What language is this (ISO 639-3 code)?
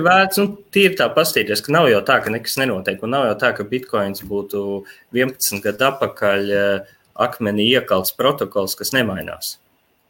lav